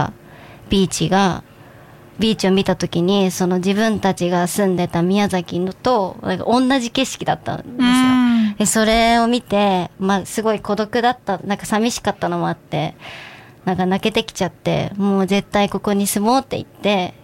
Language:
Japanese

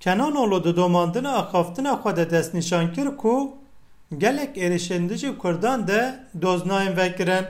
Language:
Kurdish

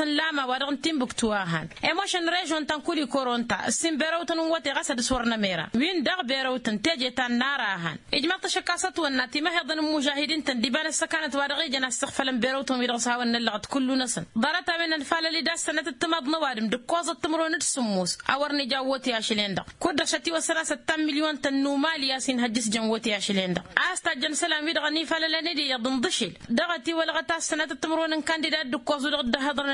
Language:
Tamasheq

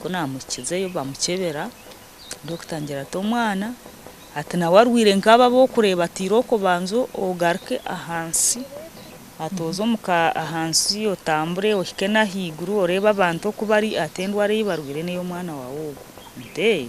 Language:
Nyankole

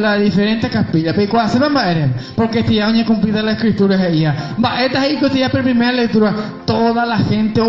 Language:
Guarani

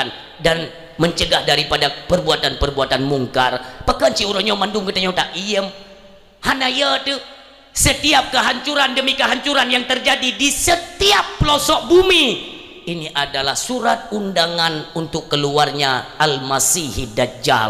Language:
Achinese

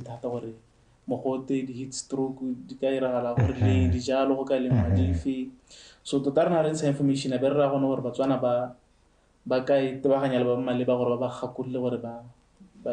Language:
Tswana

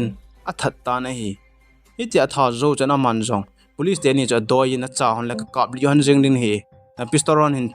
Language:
Thado Chin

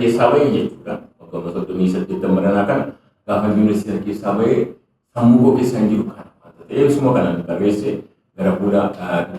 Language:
Oromo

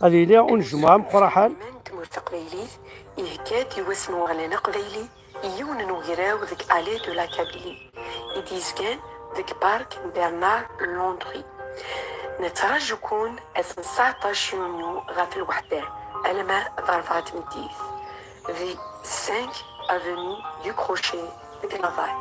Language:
Kabyle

